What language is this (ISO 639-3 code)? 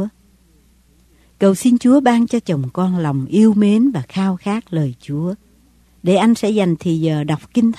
vie